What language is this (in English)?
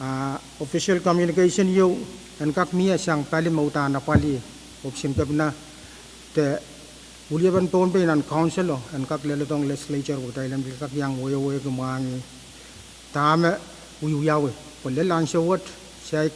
Pohnpeian